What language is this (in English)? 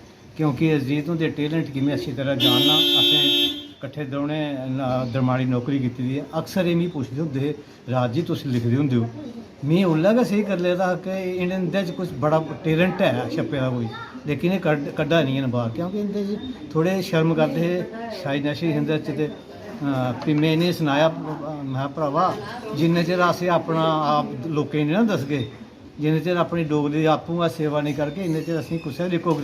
Dogri